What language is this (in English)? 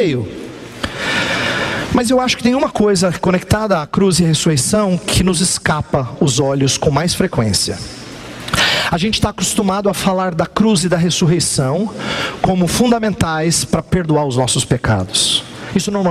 Portuguese